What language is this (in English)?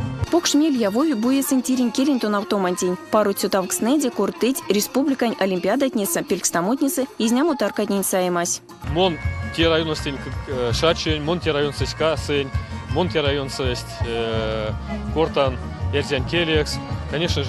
Erzya